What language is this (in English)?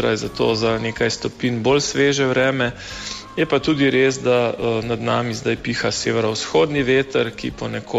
Slovenian